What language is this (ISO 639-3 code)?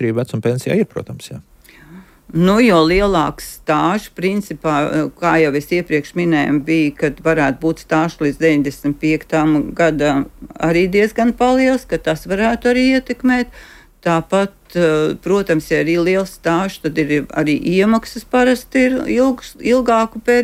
lav